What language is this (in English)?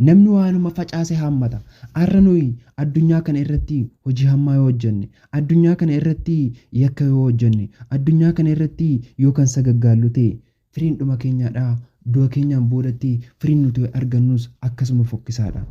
Oromo